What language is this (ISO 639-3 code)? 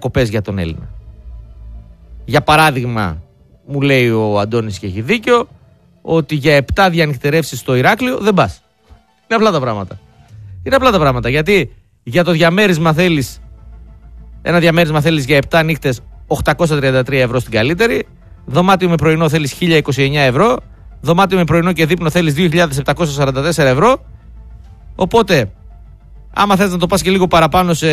ell